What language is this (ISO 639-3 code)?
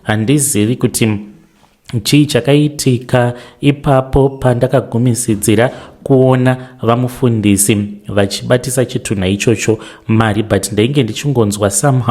sna